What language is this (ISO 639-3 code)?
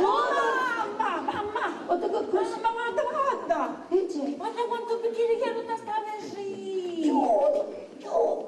scn